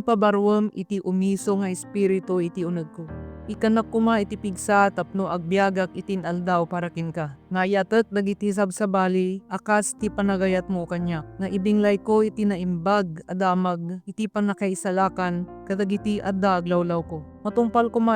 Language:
Iloko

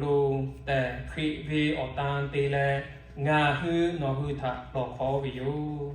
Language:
Lahu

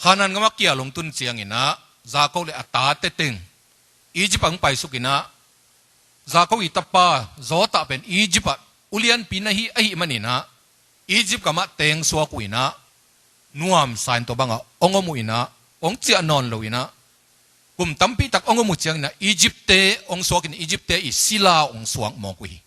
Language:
Tedim Chin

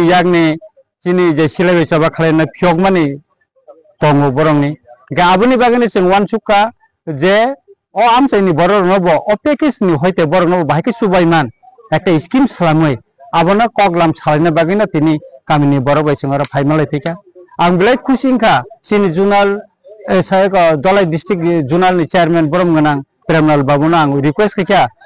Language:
Riang (India)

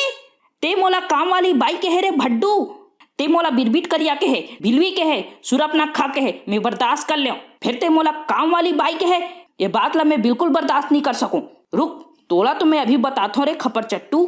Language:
Chhattisgarhi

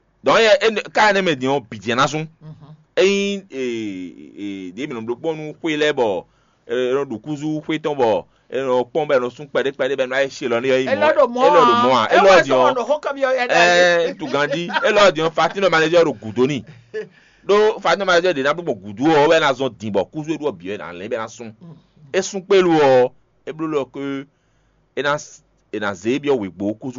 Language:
Fon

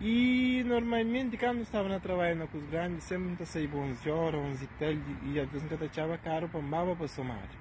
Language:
Kabuverdianu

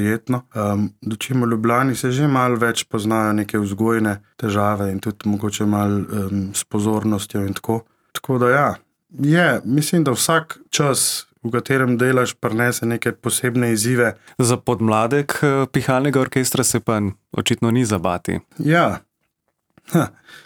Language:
Slovenian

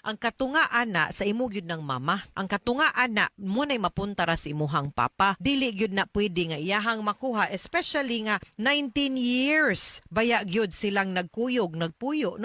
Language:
Cebuano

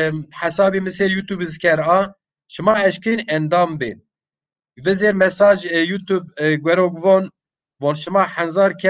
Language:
Zaza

